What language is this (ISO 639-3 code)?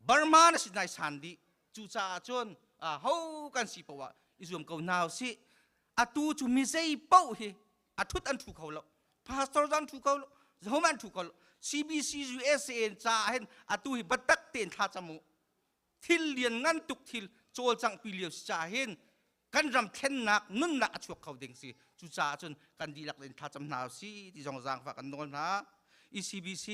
cnh